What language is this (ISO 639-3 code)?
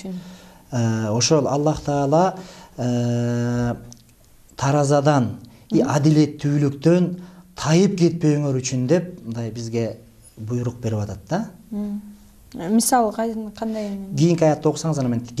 kir